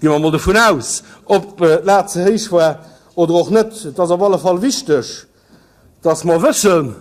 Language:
Luxembourgish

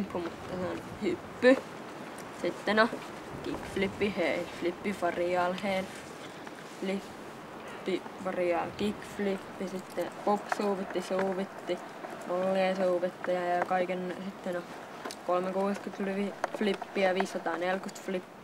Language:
Finnish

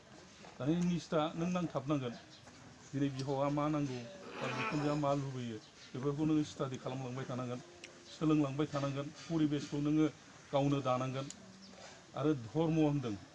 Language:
Bodo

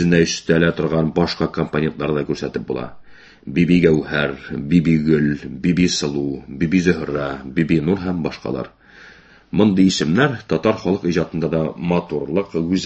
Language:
Tatar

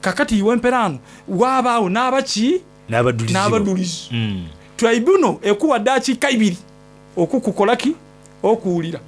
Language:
Soga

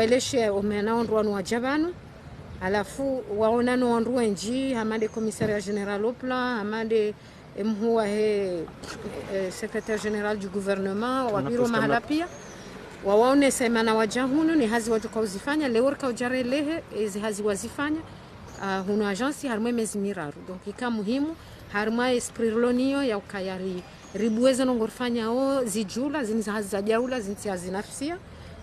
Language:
Ngazidja Comorian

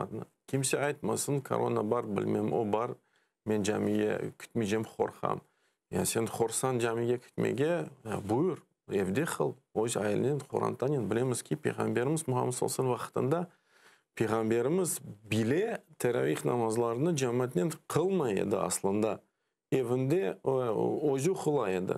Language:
Crimean Tatar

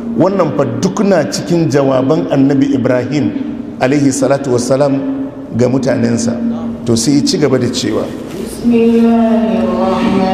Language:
Hausa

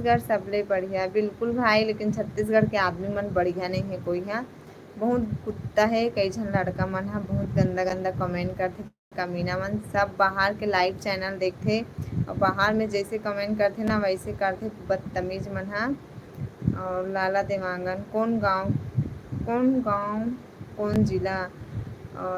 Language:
Chhattisgarhi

